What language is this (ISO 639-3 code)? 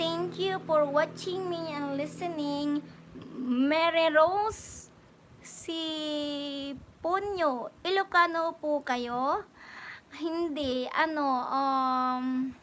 pag